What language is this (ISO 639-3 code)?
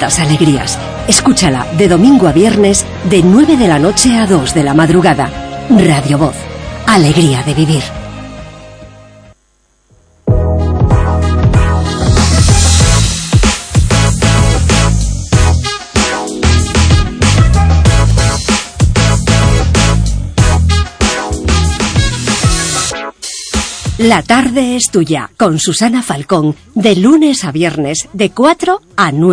spa